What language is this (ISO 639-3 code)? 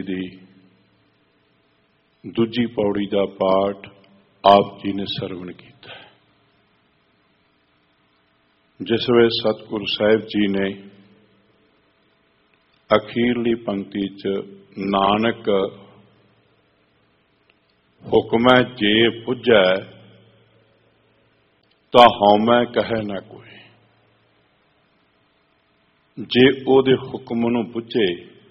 pan